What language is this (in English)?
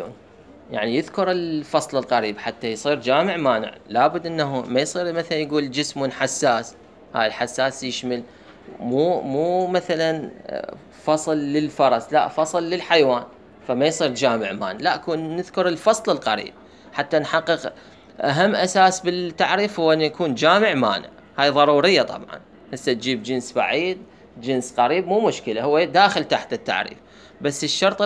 Mesopotamian Arabic